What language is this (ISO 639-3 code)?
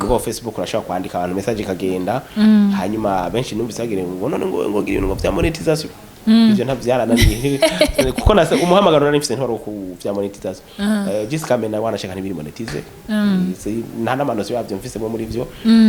run